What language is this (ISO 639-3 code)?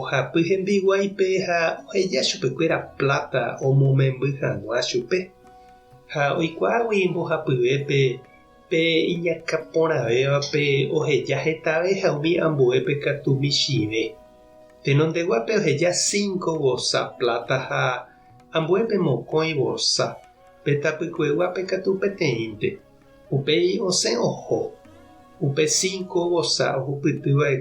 grn